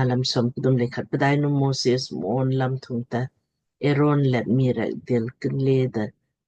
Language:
Lamkang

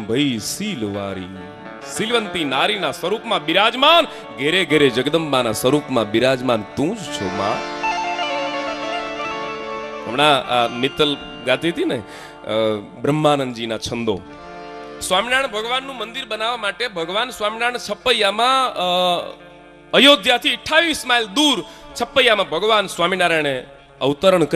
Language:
Gujarati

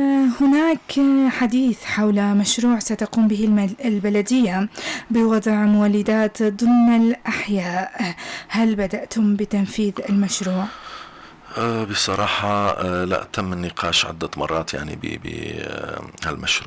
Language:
North Levantine Arabic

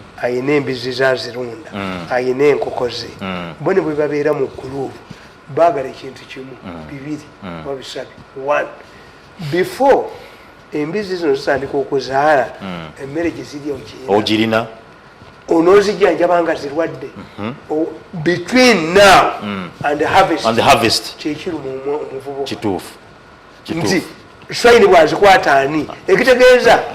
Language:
Ganda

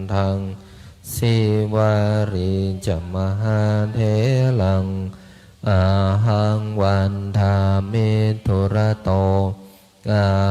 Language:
Pali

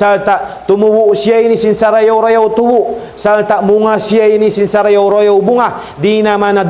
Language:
Tausug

